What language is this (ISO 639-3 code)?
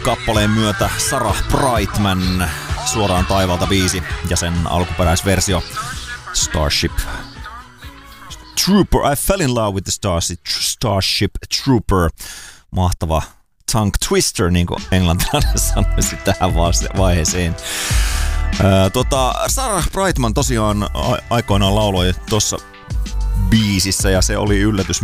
fin